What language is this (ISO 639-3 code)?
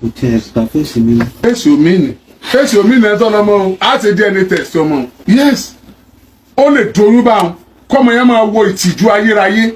yor